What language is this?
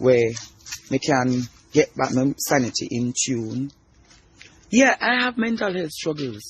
Jamaican Creole English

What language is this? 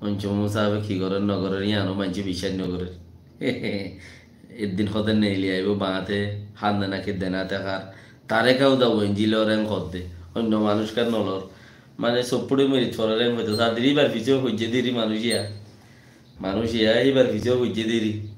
Rohingya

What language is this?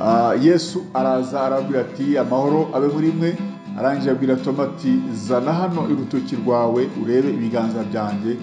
Kinyarwanda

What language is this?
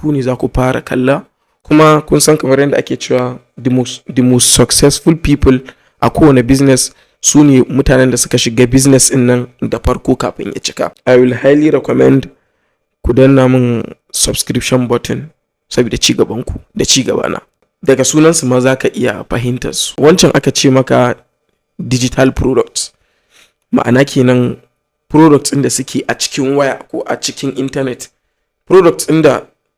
Hausa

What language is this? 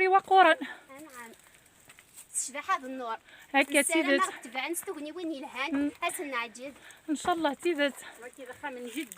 Kabyle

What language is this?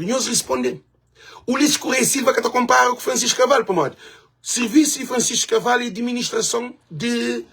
Kabuverdianu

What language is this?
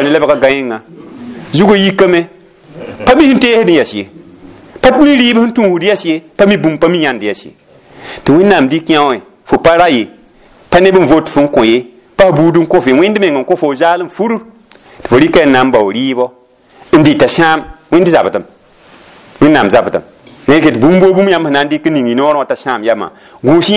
Mossi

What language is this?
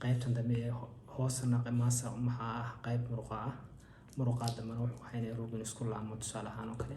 Somali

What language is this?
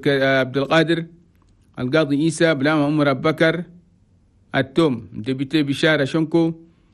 Chadian Arabic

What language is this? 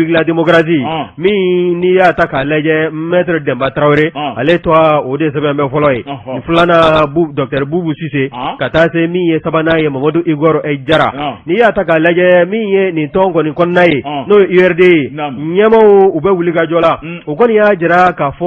Bambara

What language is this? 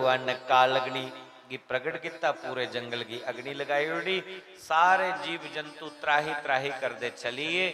Dogri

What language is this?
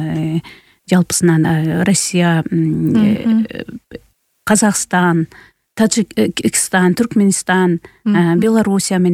Kyrgyz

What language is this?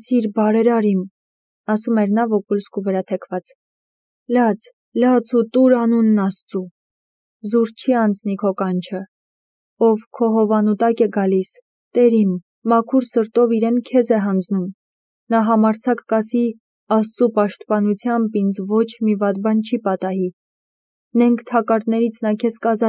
Armenian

